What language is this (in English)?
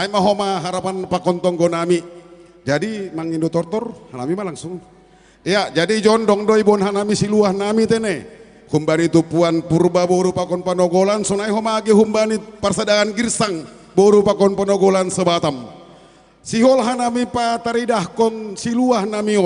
Batak Simalungun